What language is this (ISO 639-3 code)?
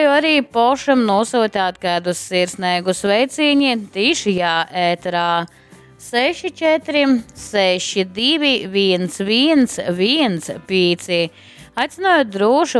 ltg